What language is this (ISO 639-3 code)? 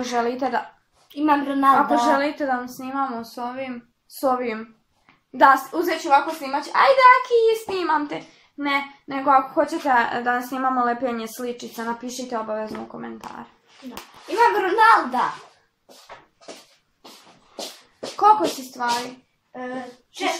srp